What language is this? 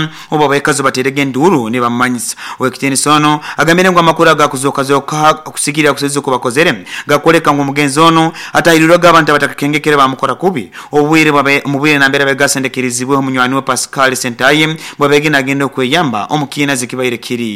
Nyoro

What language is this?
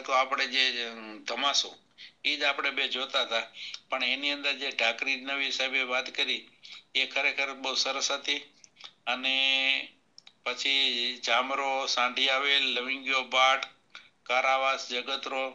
Gujarati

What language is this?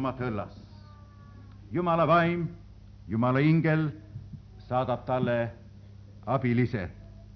Estonian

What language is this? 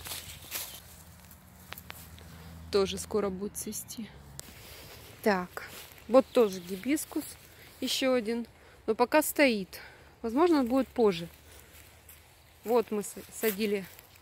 Russian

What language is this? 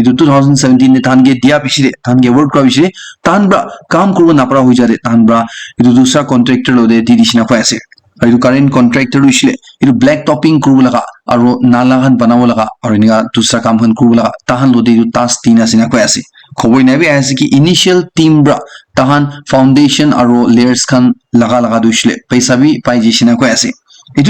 Naga Pidgin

